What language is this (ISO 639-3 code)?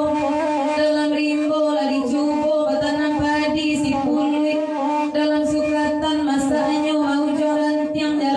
min